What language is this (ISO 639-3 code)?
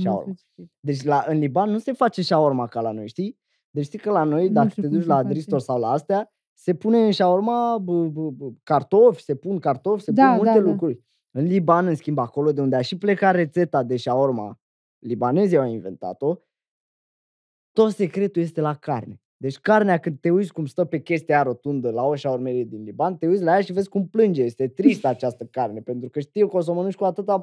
ron